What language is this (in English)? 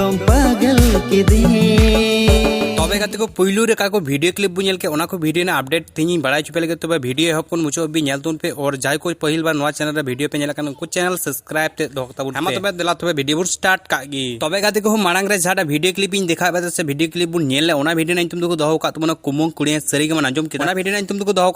Santali